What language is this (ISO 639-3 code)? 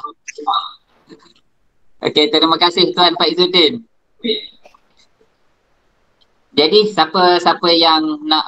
msa